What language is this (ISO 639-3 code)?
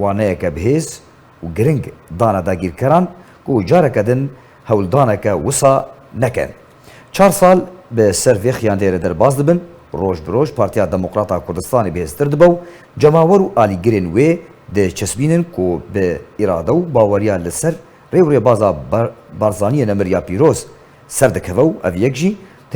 kur